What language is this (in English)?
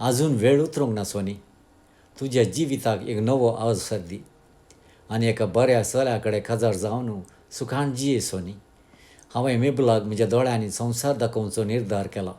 Konkani